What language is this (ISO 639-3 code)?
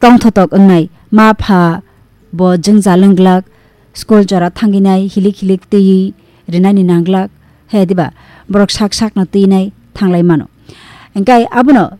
trp